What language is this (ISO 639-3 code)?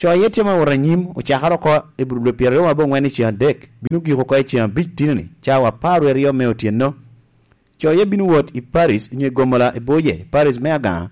laj